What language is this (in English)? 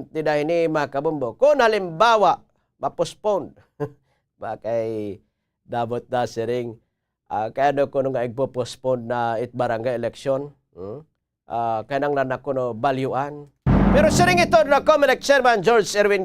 Waray